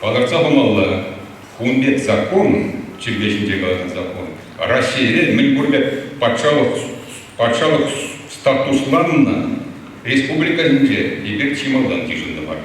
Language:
Chuvash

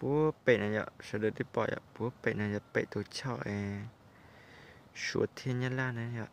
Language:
Hmong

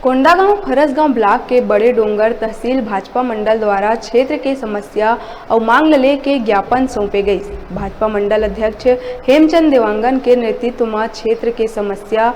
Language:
Chhattisgarhi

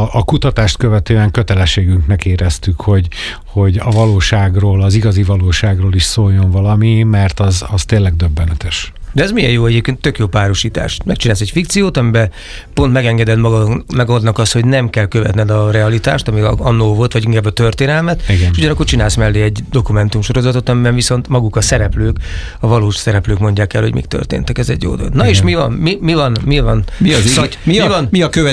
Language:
Hungarian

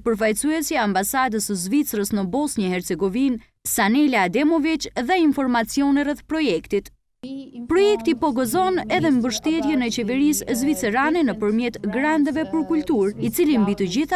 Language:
Albanian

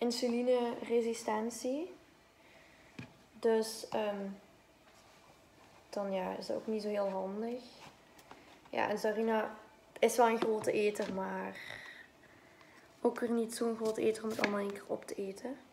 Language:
Dutch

